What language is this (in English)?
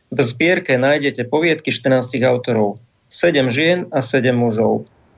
Slovak